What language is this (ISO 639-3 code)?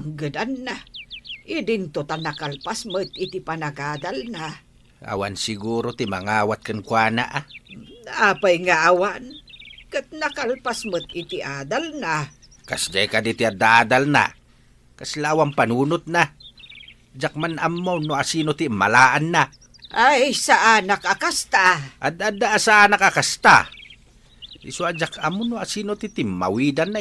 ilo